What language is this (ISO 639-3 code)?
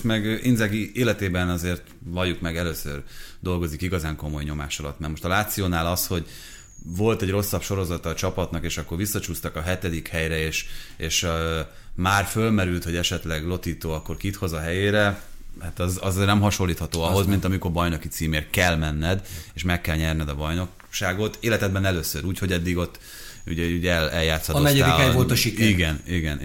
hun